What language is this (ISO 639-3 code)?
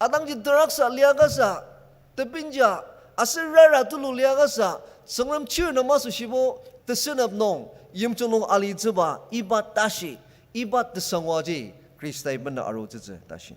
njo